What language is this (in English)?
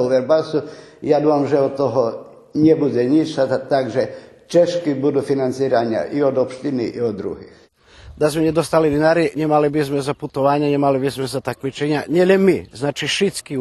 Rusyn